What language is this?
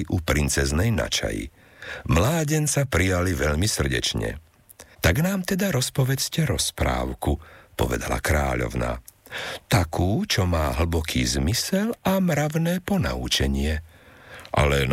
Slovak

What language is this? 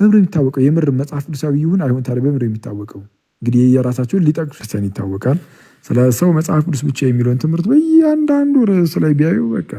Amharic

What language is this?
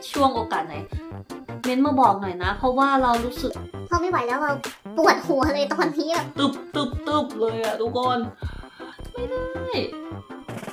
Thai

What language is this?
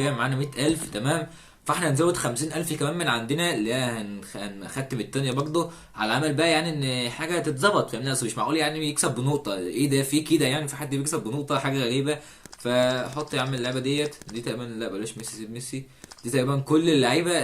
Egyptian Arabic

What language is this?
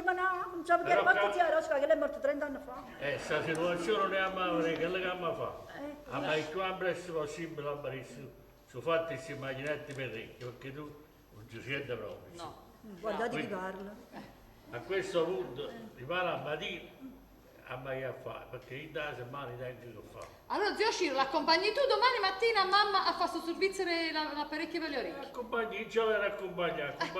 Neapolitan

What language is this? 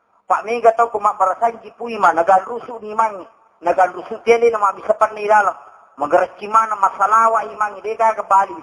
Buginese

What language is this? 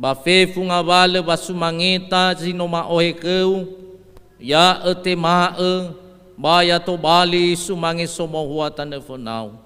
Nias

